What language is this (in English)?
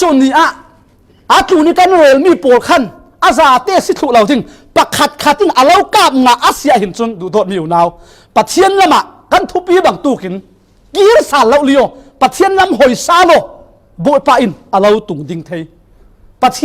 Falam Chin